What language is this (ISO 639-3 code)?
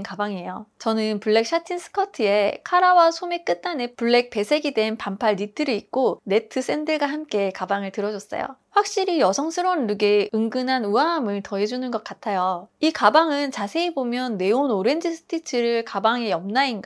kor